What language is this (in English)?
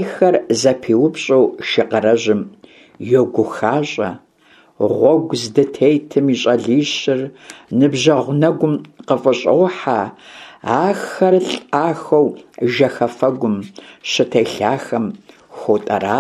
Kabardian